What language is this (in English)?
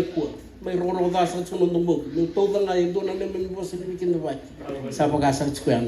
Fijian